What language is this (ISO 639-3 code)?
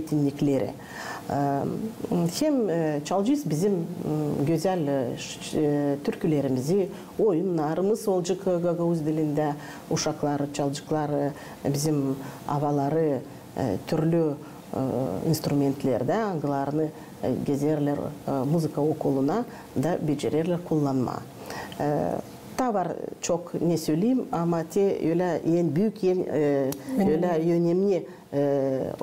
gag